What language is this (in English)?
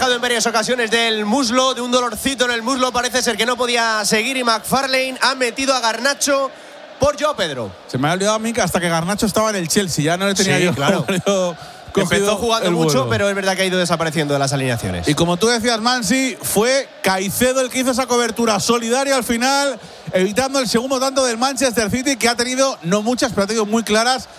Spanish